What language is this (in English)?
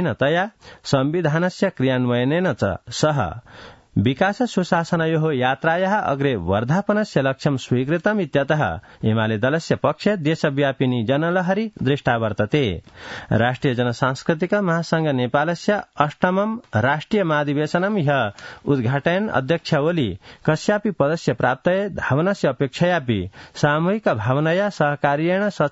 Sanskrit